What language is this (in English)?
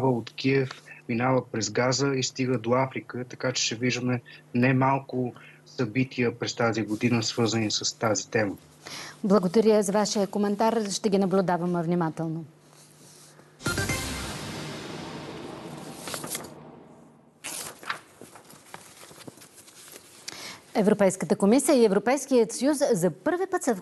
Bulgarian